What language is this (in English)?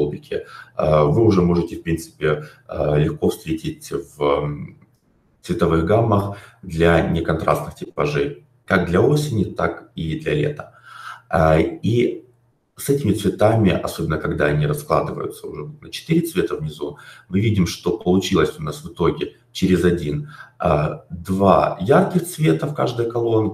Russian